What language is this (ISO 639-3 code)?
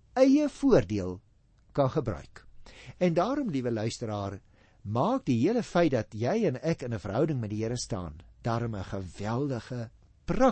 afr